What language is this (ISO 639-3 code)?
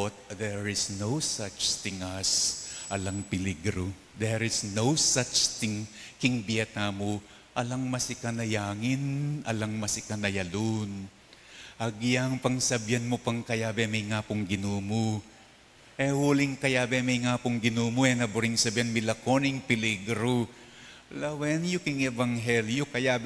pam